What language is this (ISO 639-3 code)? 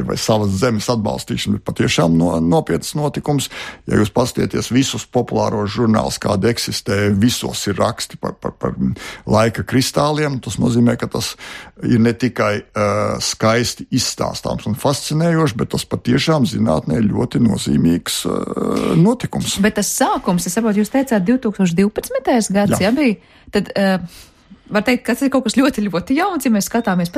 lav